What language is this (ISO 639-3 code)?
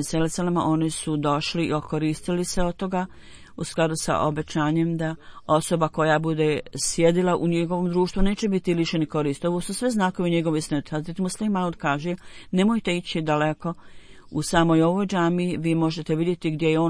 bos